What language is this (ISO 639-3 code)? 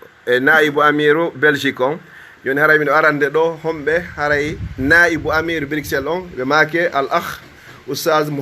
ful